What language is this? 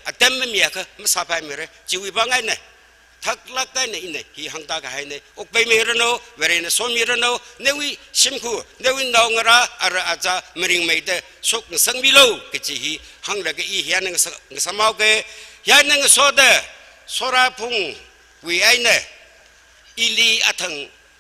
Tangkhul Naga (India)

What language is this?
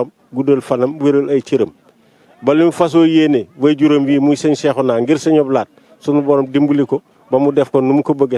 Wolof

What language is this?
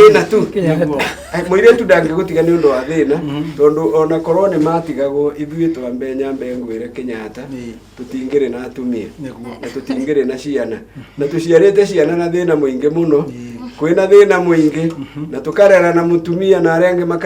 Kikuyu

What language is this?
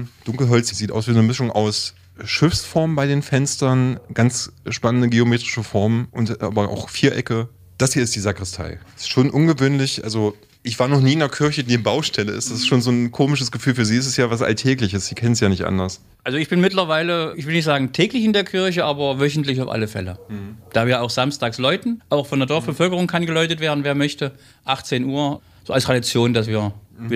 German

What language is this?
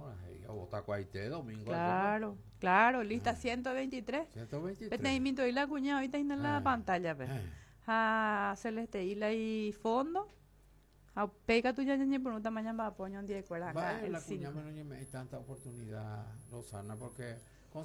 Guarani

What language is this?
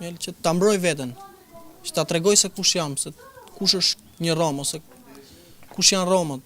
Albanian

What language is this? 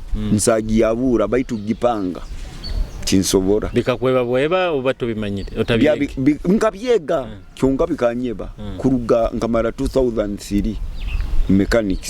Nyoro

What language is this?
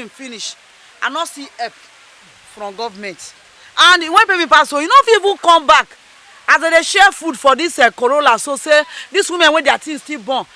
Nigerian Pidgin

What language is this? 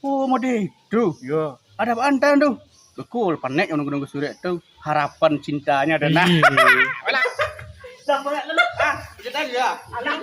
Minangkabau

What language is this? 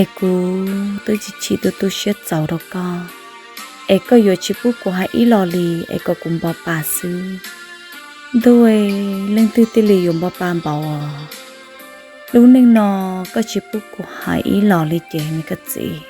Hmong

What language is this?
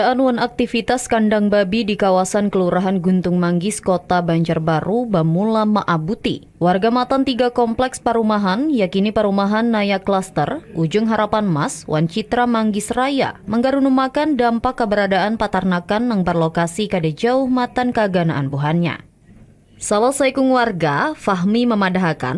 Banjar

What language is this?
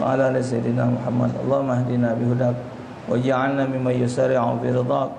Musi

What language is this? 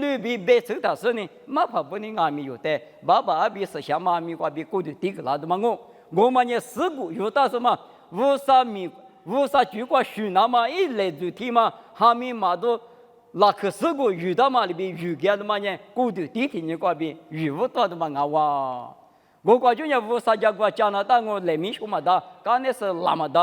Lisu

